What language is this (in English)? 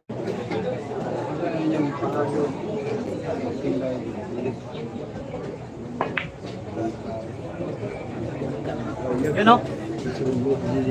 Filipino